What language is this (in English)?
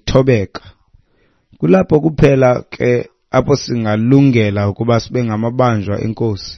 Xhosa